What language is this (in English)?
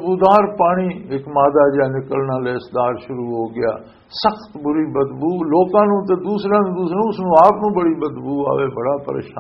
Western Panjabi